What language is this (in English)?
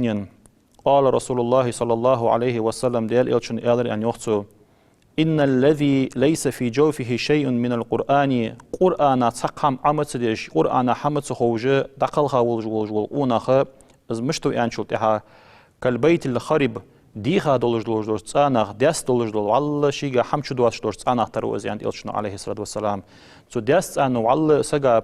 Ingush